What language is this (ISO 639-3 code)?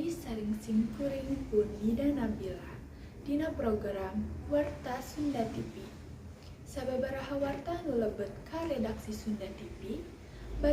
sun